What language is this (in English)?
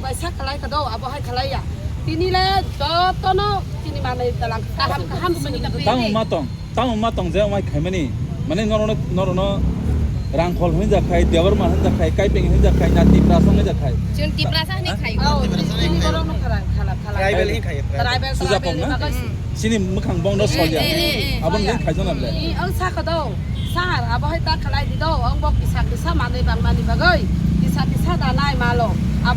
Kok Borok